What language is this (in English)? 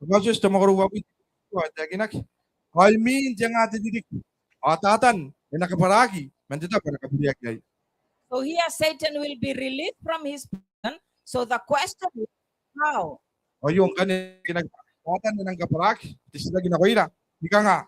Gilbertese